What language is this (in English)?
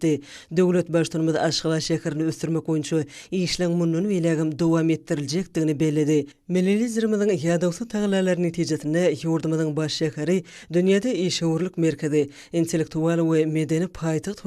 Turkmen